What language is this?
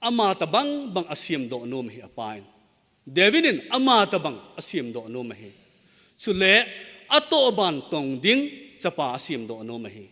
Thado Chin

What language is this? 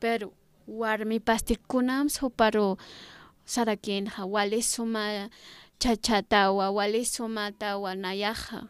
Aymara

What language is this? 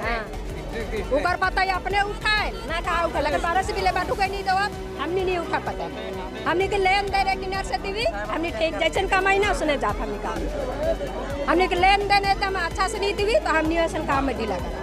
Sadri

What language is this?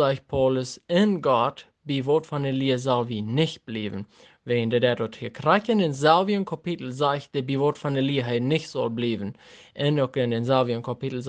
Plautdietsch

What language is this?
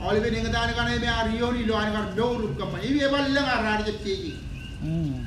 Marshallese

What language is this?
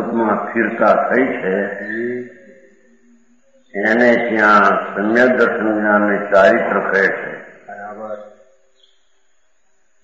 Gujarati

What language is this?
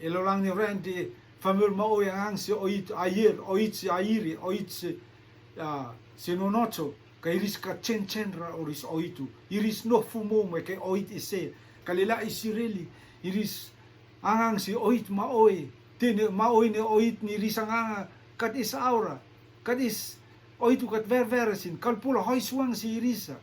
Rotuman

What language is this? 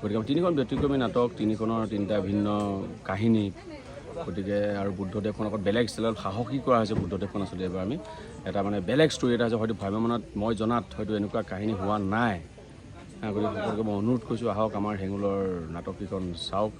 Assamese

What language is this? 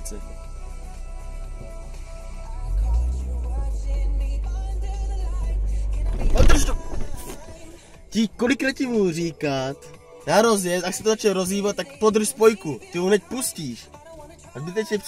Czech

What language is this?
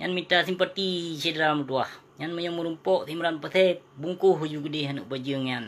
Achinese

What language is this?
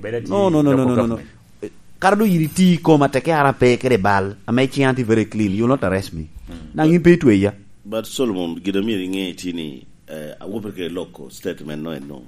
Lango (Uganda)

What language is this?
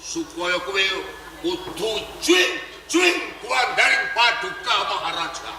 Javanese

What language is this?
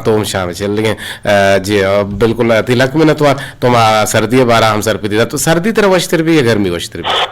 Eastern Balochi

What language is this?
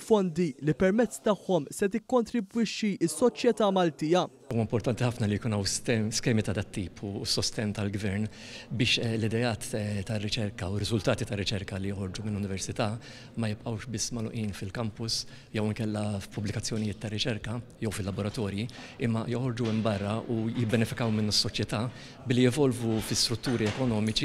Maltese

